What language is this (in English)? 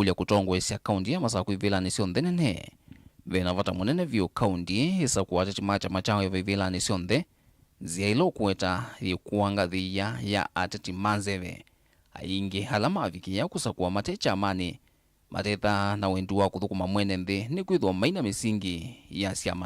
Kamba